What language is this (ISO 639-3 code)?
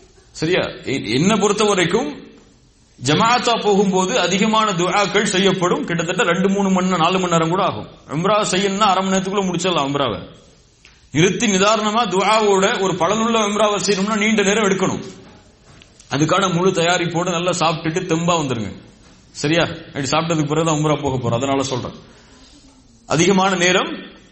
tam